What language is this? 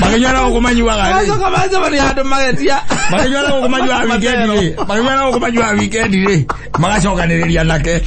Kikuyu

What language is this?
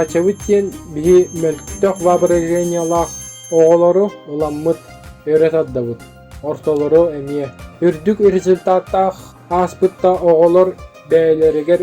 Yakut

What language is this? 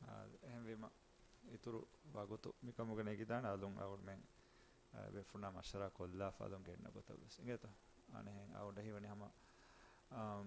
Divehi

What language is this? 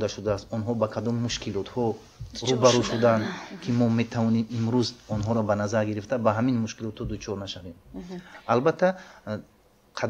Tajik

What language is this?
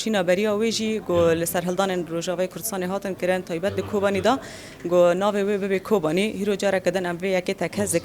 Kurdish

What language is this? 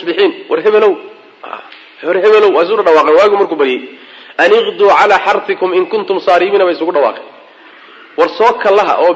Somali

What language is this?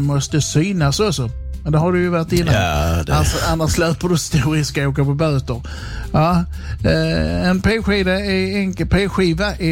Swedish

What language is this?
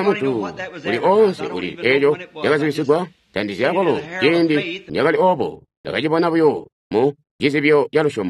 Tonga (Zambia)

